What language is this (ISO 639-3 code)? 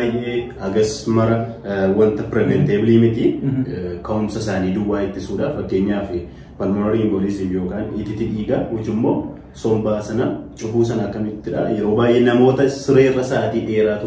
orm